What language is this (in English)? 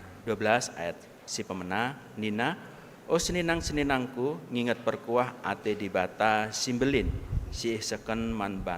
Batak Karo